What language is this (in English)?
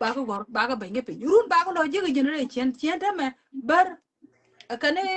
Nuer